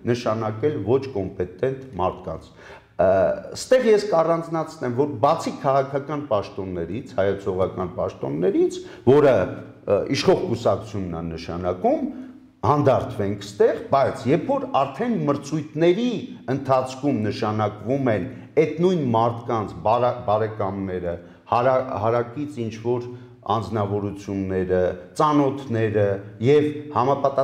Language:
Armenian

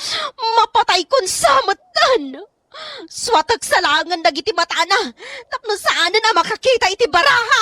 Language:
Iloko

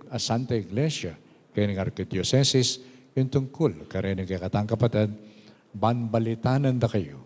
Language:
Pampanga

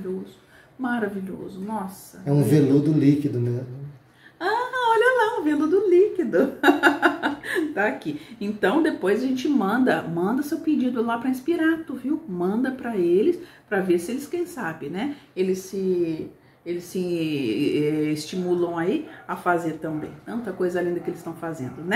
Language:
Portuguese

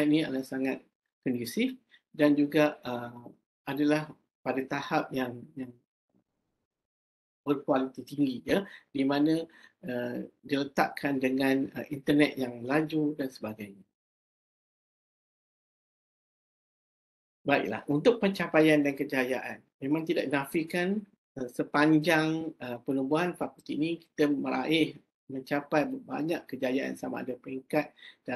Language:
Malay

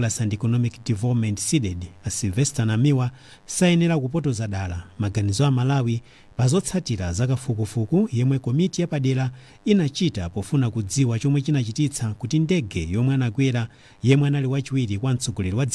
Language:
Nyanja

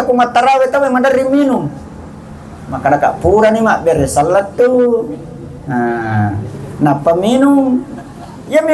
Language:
Buginese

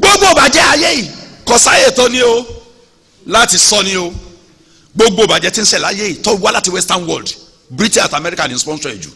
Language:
Yoruba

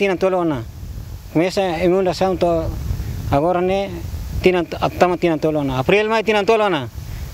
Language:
Tetum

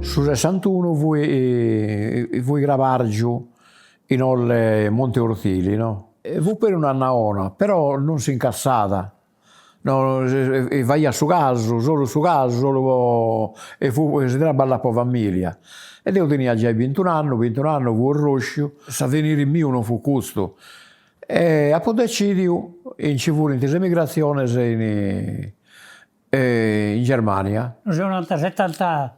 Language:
Sardinian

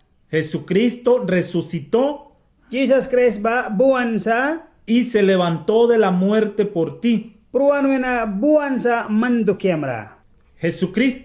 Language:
Mískito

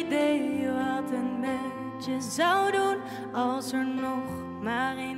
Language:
Dutch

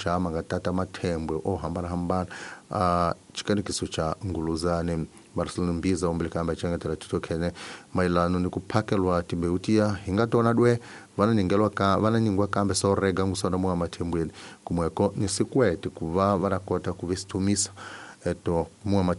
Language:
Tsonga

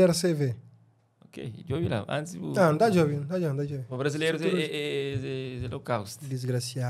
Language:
Kabuverdianu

